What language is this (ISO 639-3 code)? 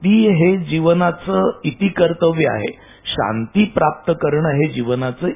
mar